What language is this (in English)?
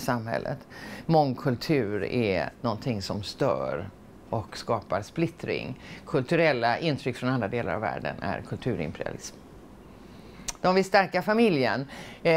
Swedish